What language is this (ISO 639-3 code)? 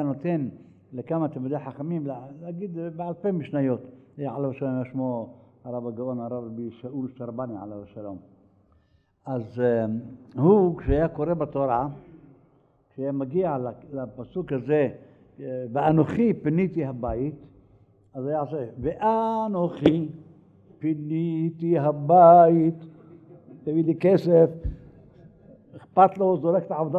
heb